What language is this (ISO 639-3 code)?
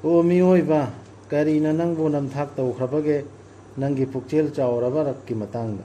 mni